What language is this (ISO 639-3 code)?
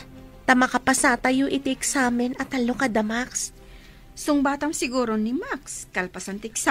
ilo